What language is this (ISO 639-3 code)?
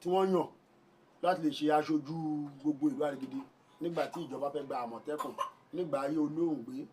yor